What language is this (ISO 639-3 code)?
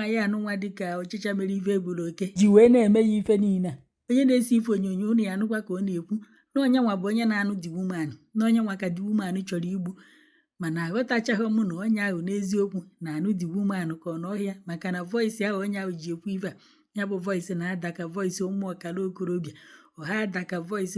ibo